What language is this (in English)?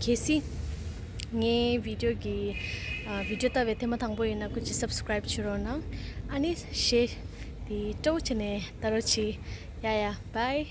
Tibetan